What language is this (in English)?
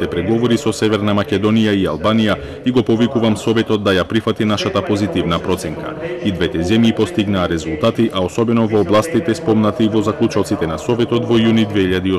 Macedonian